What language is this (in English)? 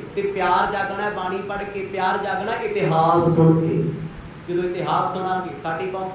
Punjabi